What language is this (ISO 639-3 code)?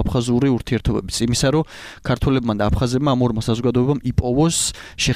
kat